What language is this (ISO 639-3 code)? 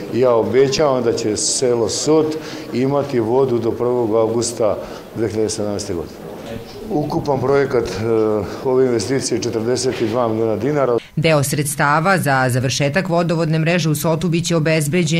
srp